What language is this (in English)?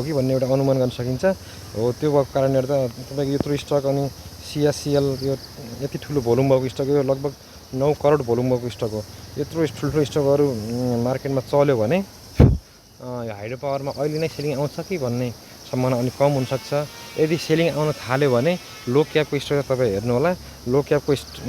Nepali